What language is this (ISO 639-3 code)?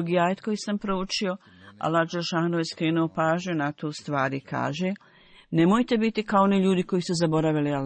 bos